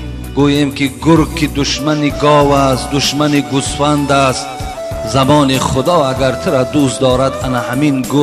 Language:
Tajik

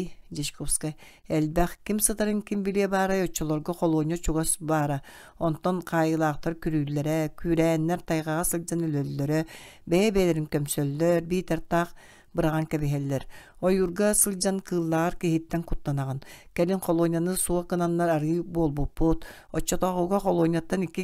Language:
Yakut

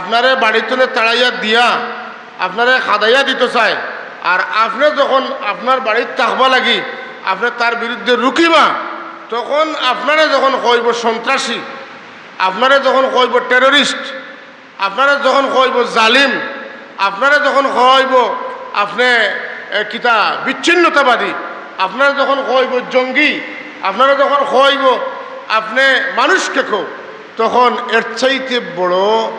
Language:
Sylheti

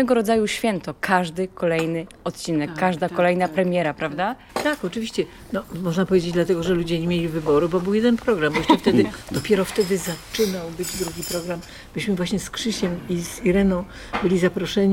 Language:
Polish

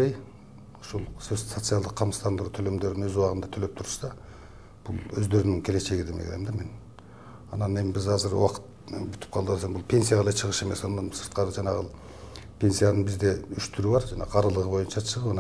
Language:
Kyrgyz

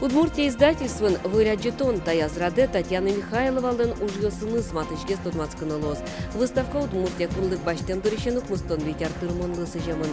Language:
Udmurt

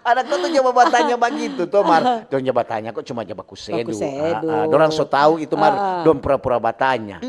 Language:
Manado Malay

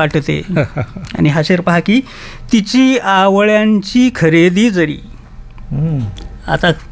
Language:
Marathi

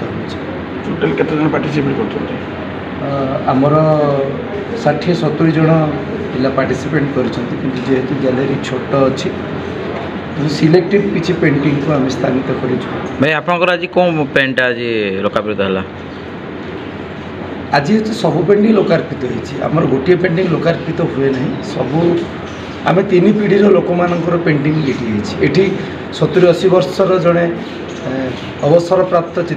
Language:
Odia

